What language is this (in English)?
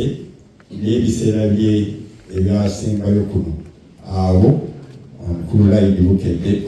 Ganda